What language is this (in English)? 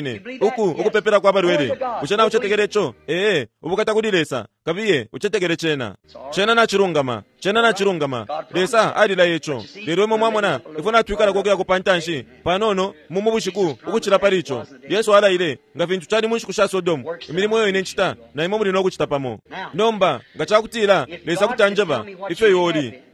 Bemba